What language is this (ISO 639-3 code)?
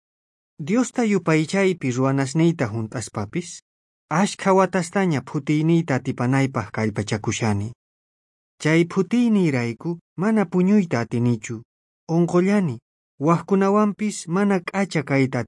quh